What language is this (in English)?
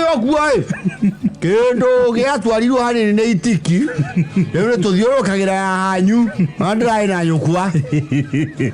Kikuyu